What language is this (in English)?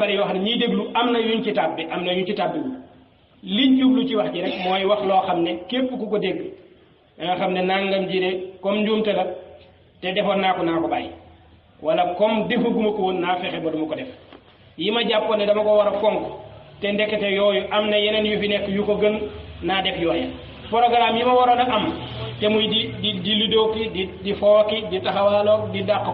Wolof